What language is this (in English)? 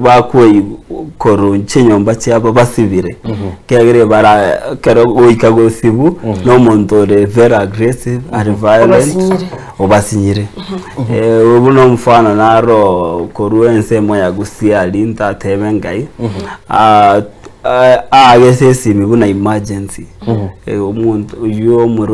Gusii